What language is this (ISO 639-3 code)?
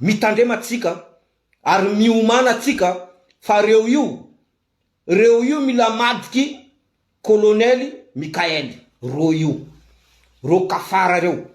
mlg